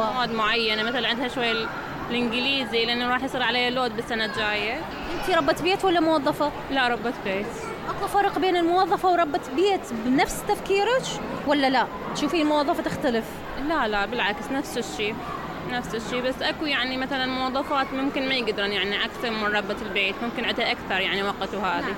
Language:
Mesopotamian Arabic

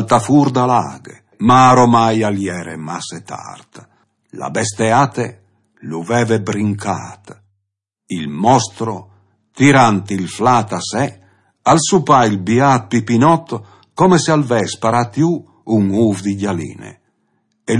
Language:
Friulian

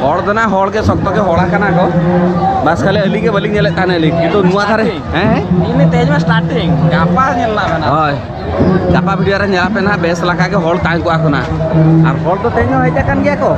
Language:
Santali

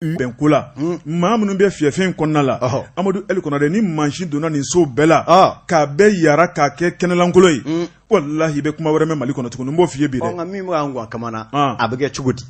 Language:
Bambara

